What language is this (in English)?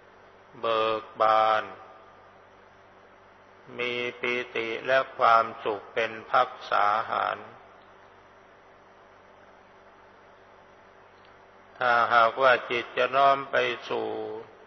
Thai